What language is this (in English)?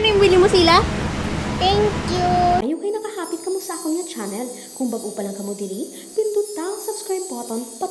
Hiligaynon